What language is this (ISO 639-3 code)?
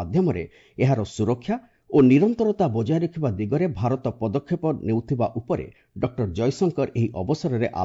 ori